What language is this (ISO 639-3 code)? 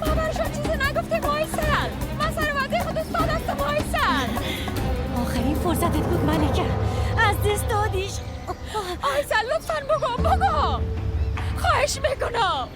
fas